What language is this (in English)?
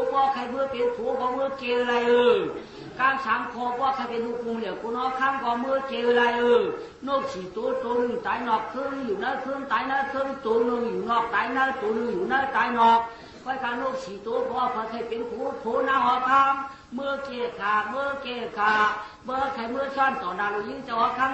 Shan